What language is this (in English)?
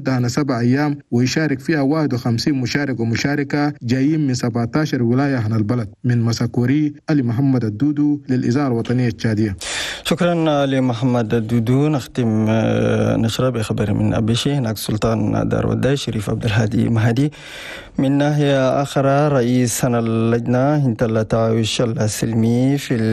Chadian Arabic